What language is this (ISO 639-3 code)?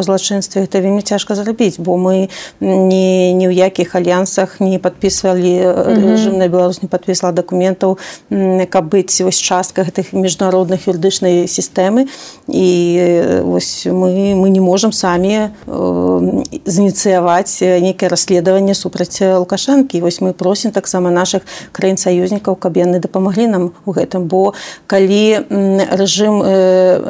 bel